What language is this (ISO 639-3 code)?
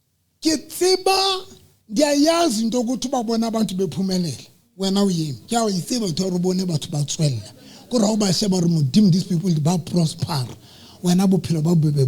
sot